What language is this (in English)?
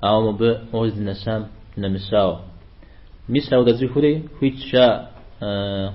Kabardian